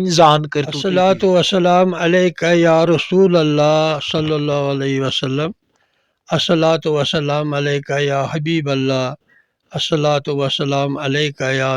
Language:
Kashmiri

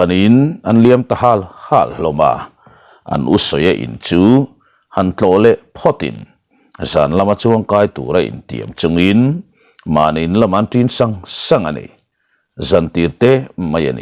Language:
Mizo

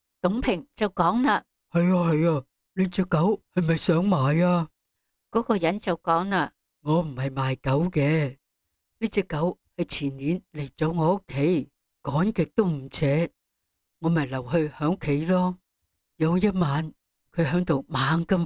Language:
Cantonese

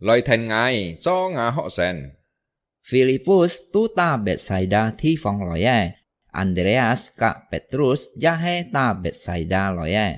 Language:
Hakka Chinese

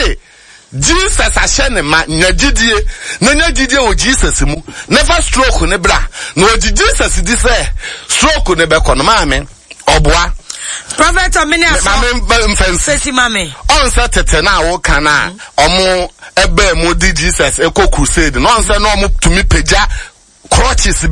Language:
Akan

